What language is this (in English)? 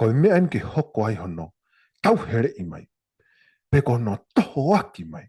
Tongan